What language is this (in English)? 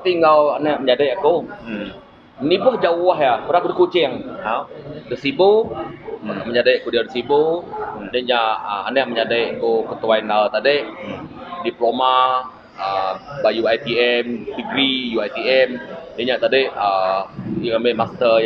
Iban